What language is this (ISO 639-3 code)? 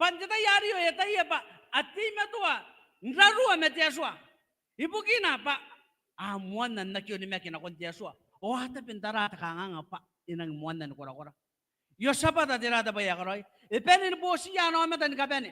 gil